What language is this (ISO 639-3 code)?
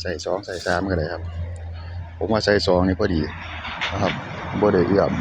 tts